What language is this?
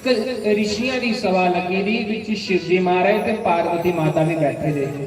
Dogri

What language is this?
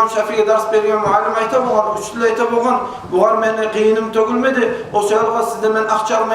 Kumyk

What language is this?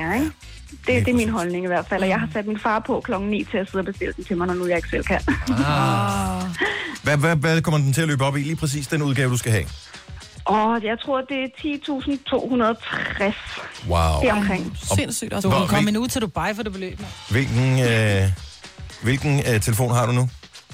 Danish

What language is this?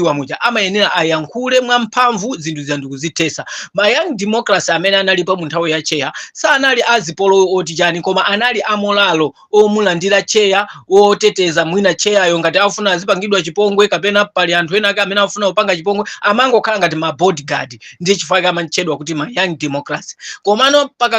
Nyanja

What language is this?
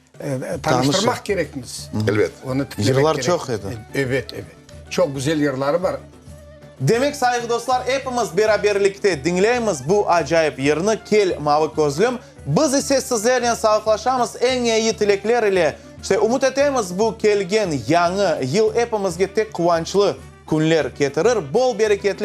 Crimean Tatar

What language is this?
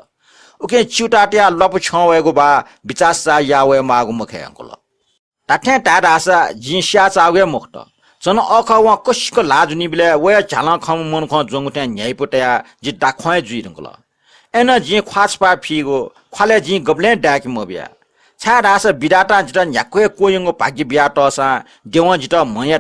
Newari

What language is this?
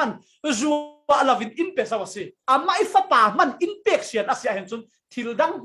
Falam Chin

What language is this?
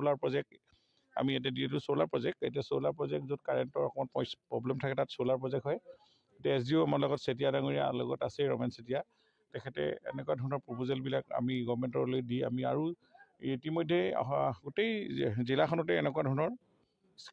Assamese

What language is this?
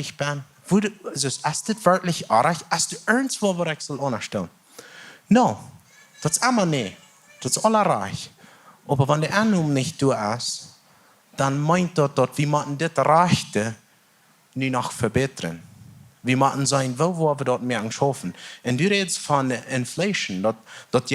Plautdietsch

